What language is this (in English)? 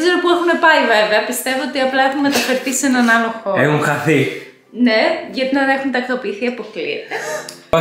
Greek